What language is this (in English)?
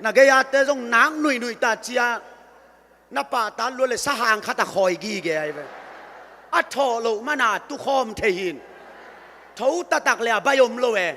Tedim Chin